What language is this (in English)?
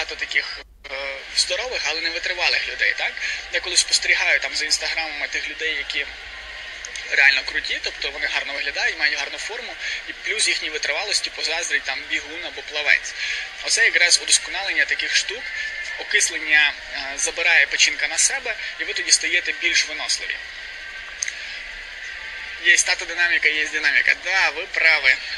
Ukrainian